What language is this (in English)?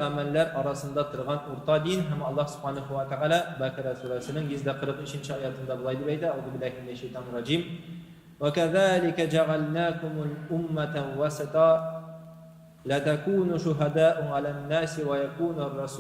Tatar